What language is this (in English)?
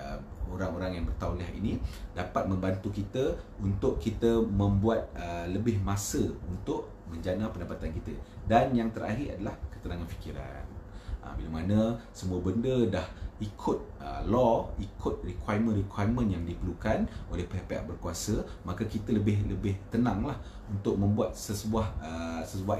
Malay